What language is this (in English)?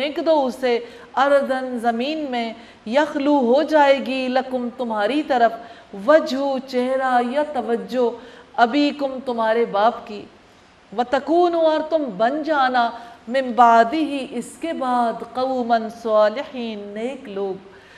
Urdu